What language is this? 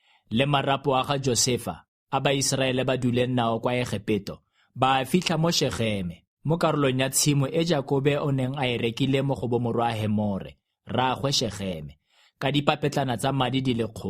Tswana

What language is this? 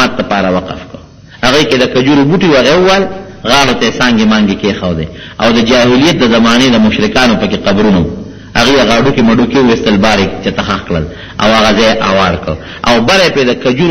Pashto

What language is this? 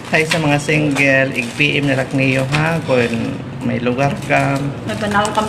Waray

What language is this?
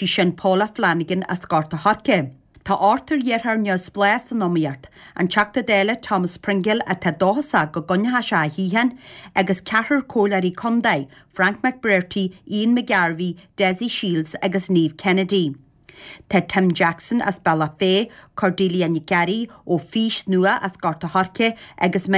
Irish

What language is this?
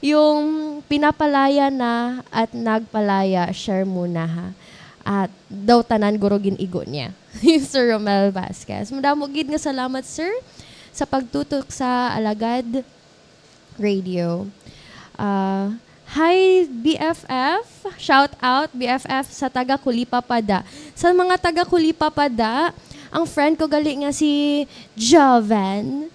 Hiligaynon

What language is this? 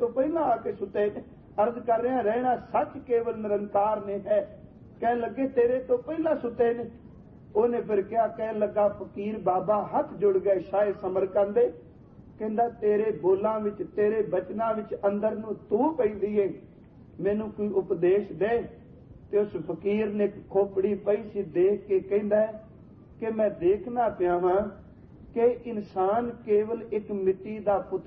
Punjabi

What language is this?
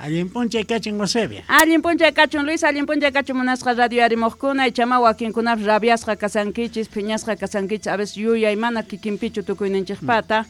Quechua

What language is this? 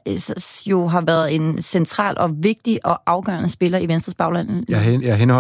Danish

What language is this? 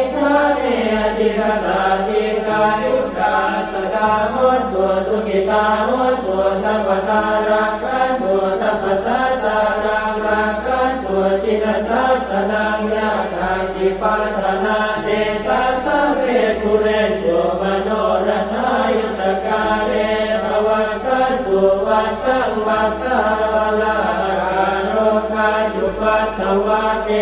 Pali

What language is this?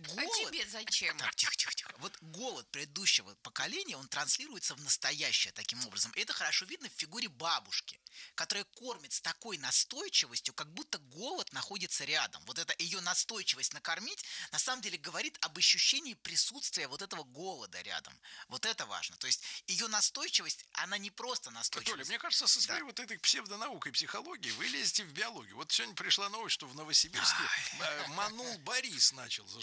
Russian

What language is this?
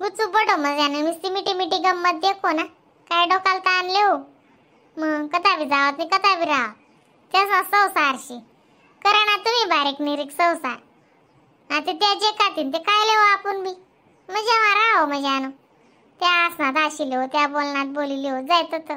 Khandesi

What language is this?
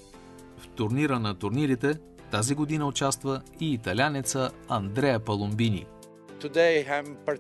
Bulgarian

